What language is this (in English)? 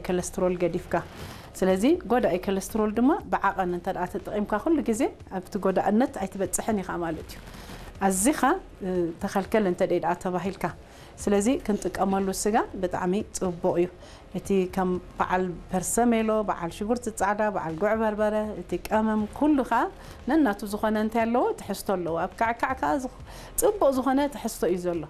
Tigrinya